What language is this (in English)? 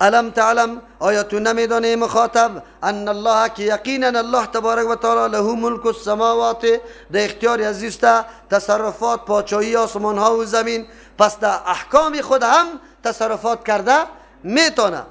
Persian